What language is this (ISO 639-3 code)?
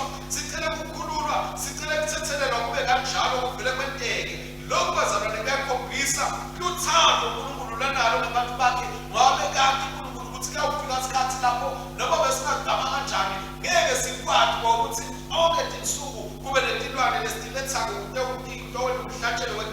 ssw